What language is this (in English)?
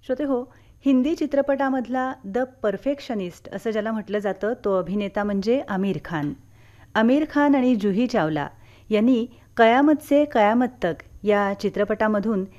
Marathi